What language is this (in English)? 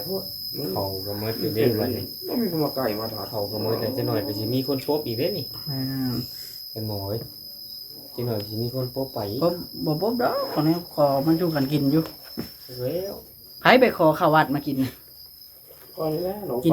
Northeastern Thai